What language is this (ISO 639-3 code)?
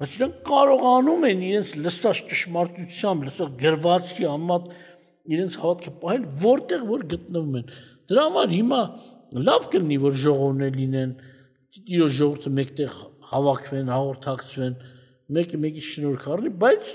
hye